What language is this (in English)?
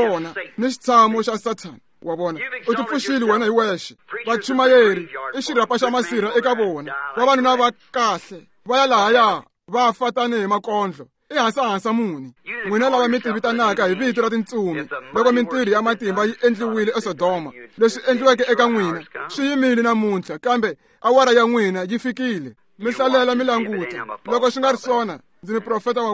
Tsonga